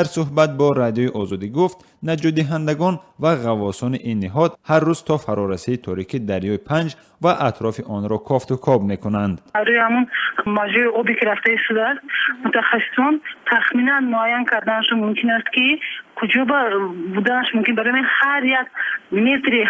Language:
Tajik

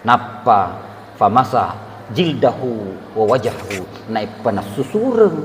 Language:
Buginese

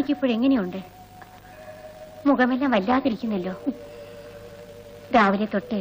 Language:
Malayalam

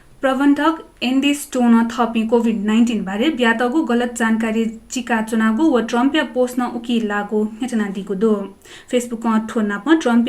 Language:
Newari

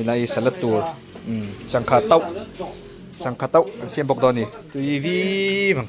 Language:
Mizo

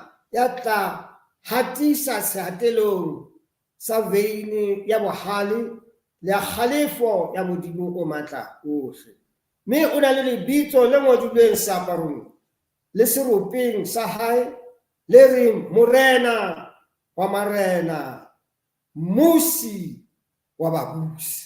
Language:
Southern Sotho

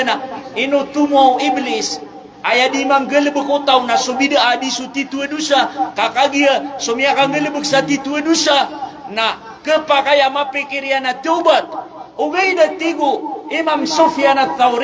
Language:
Maranao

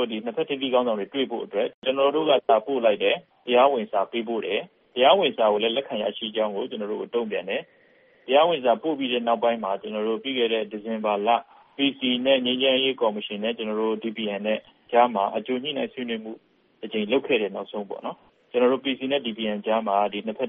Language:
Burmese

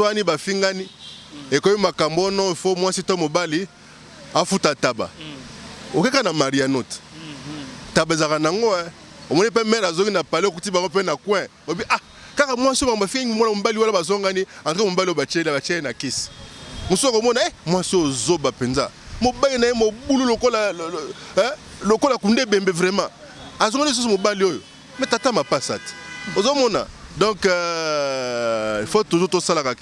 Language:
Lingala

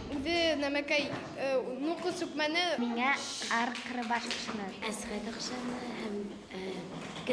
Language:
Bashkir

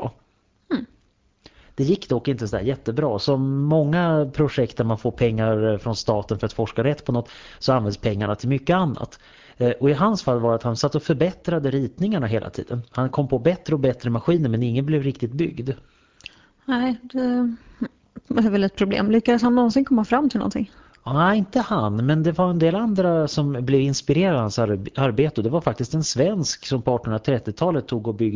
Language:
Swedish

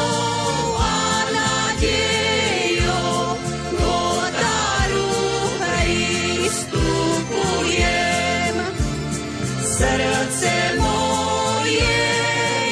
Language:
Slovak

